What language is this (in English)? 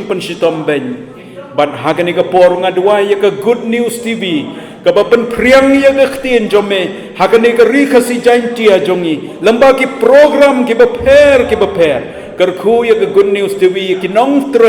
Khasi